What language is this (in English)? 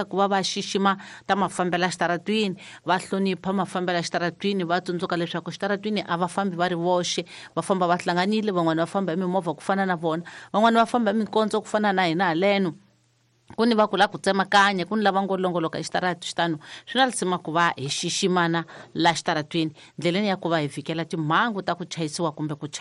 Tsonga